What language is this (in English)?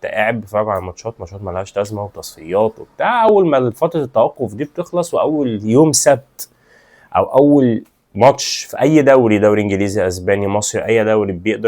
Egyptian Arabic